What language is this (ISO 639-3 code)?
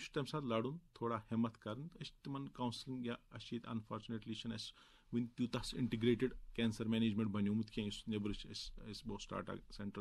kas